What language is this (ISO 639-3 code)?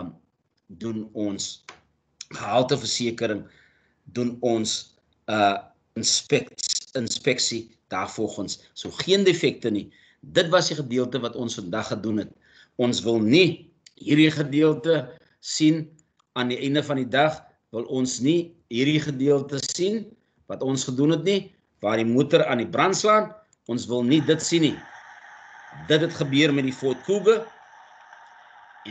afr